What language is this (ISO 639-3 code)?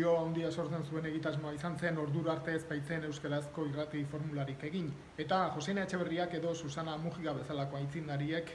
eus